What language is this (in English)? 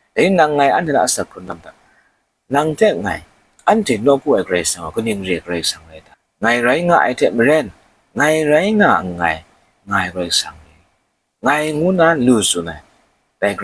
Kachin